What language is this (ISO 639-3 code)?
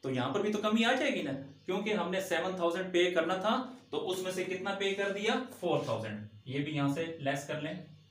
hin